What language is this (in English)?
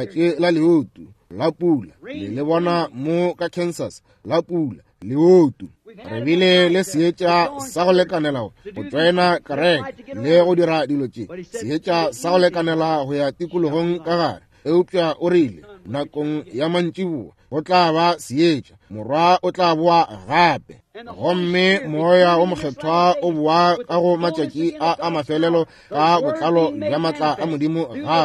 Northern Sotho